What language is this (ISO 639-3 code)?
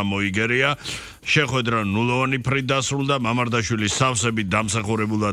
kat